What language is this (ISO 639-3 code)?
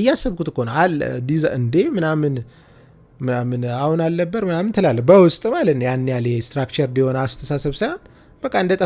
amh